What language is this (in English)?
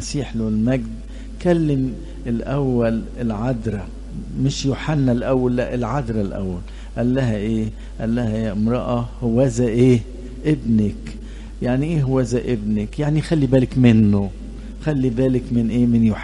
Egyptian Arabic